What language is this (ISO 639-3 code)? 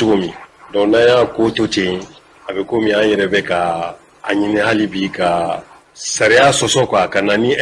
bam